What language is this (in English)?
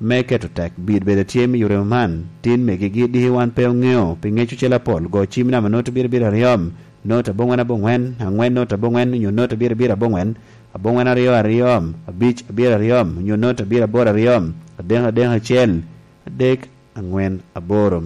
Lango (Uganda)